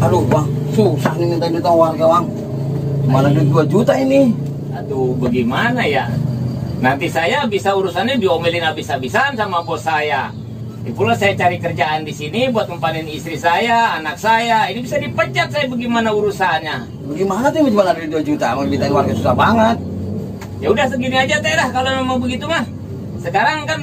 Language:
Betawi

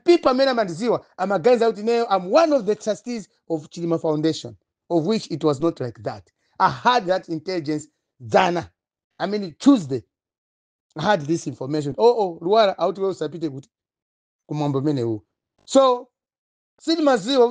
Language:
Nyanja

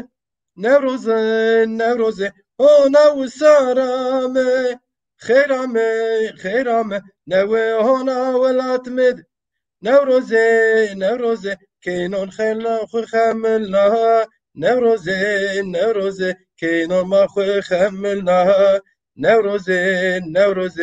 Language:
Zaza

